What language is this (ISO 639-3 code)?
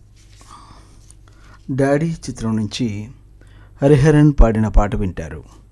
tel